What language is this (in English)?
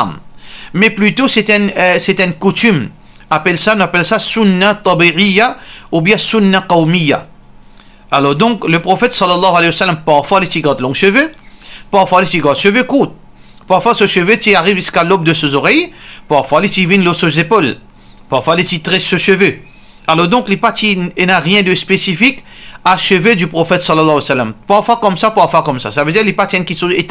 Morisyen